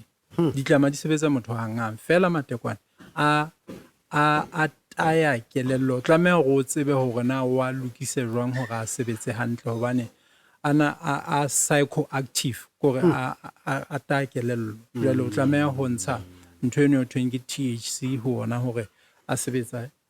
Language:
Southern Sotho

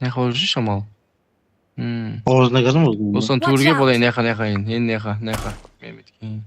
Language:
Kara-Kalpak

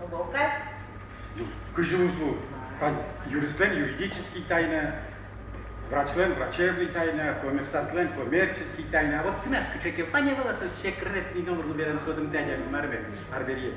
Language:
Udmurt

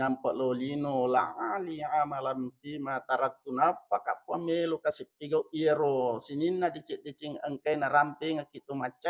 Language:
Buginese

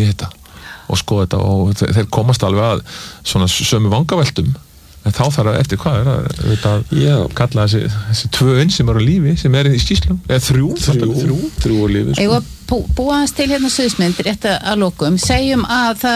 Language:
Icelandic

